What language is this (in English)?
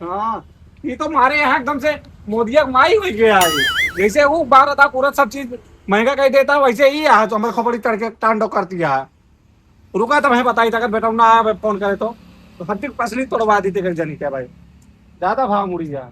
Awadhi